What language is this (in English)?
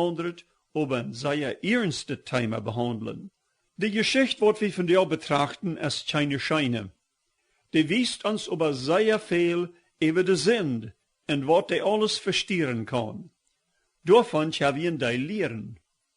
Plautdietsch